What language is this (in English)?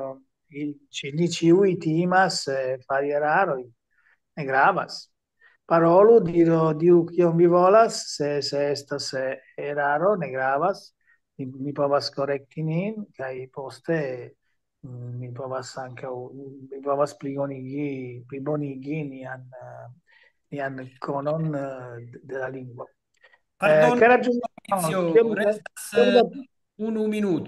Esperanto